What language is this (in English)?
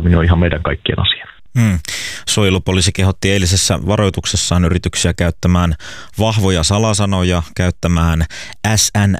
Finnish